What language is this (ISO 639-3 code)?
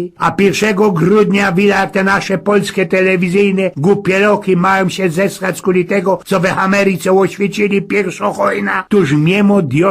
szl